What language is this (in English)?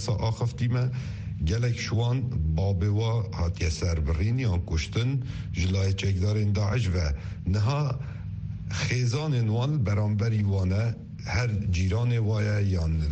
Kurdish